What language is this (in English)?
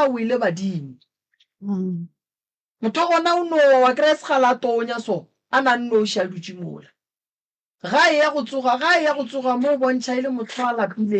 Northern Sotho